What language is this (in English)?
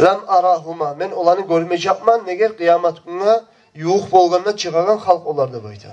Kumyk